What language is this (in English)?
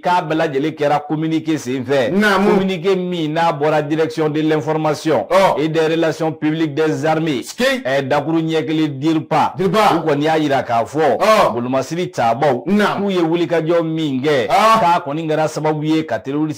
Bambara